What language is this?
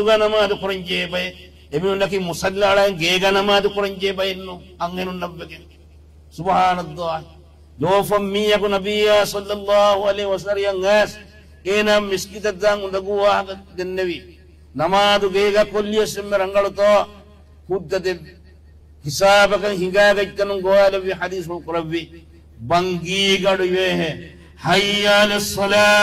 Divehi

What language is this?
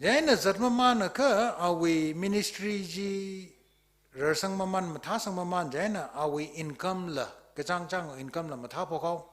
Tangkhul Naga (India)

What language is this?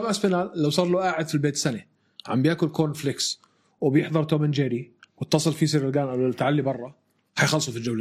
North Levantine Arabic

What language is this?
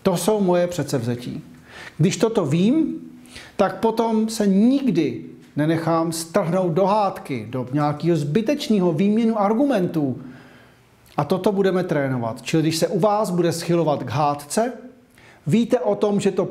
Czech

